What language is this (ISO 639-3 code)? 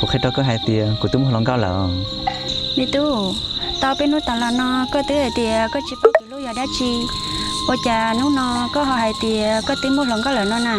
hmn